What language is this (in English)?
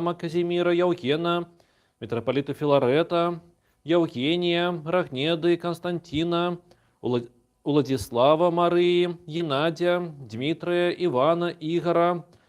Belarusian